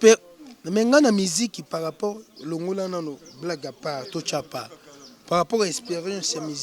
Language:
Lingala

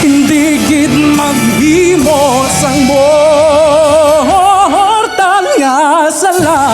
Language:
Hiligaynon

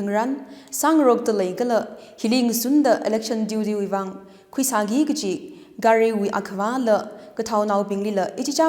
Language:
Tangkhul Naga (India)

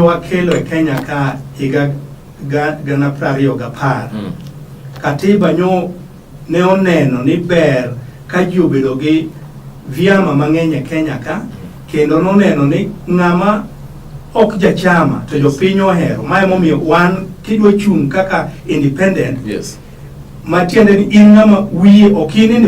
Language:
Luo (Kenya and Tanzania)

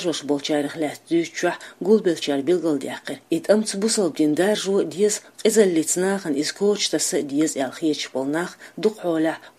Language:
Chechen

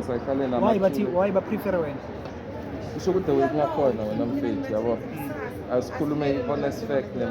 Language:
Zulu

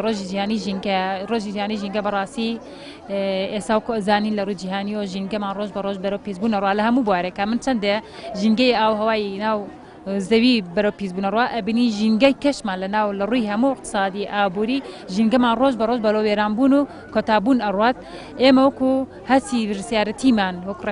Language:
Central Kurdish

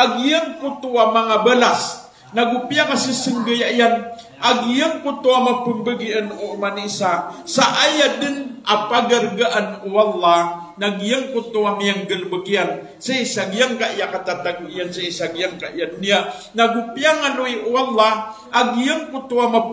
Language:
Maranao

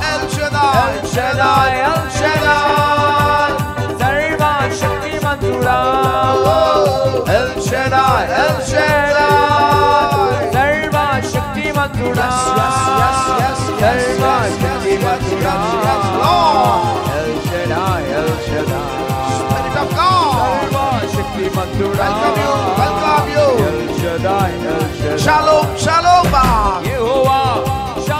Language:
Telugu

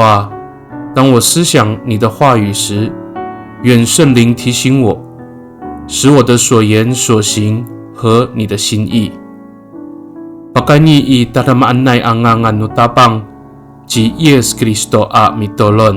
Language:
Amis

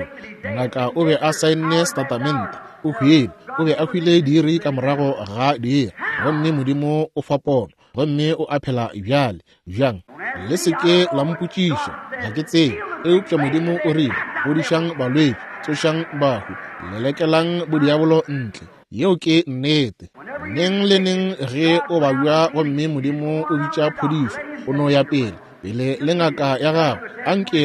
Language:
Northern Sotho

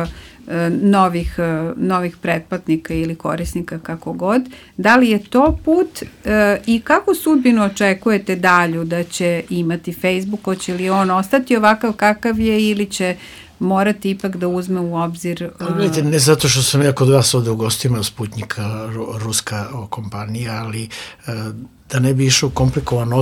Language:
Serbian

